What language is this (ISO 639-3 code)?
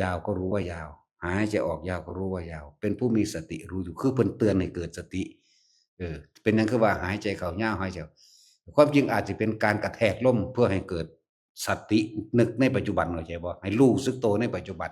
tts